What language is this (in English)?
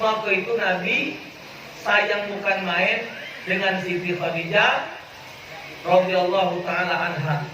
Musi